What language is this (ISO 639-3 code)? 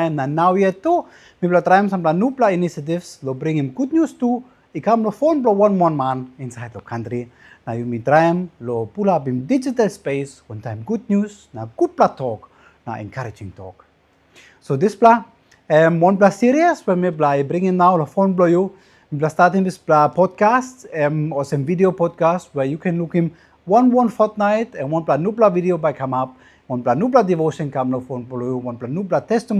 tpi